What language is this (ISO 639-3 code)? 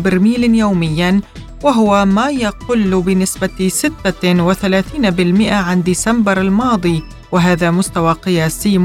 ara